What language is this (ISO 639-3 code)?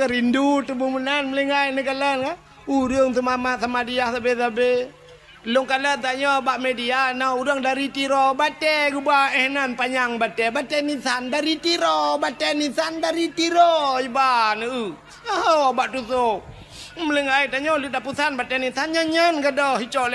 ace